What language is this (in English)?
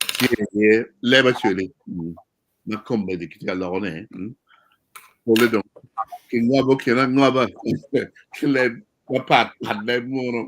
Acoli